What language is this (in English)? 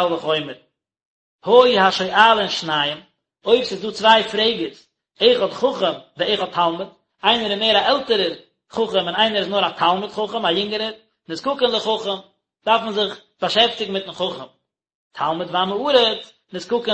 Yiddish